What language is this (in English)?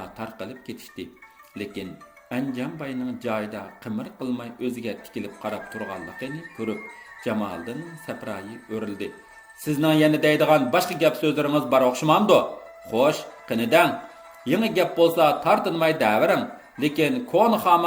Uyghur